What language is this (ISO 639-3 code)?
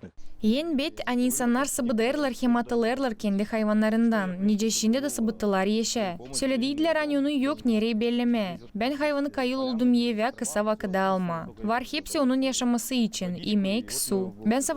gag